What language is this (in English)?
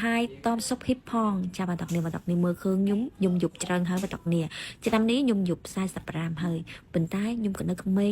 Khmer